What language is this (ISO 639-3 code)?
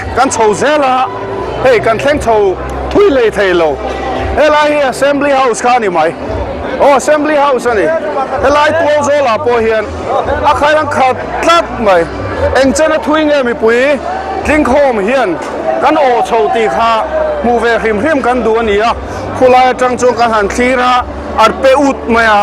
lus